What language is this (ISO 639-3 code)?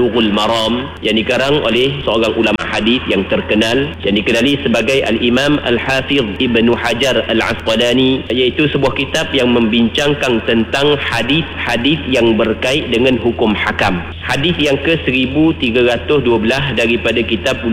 msa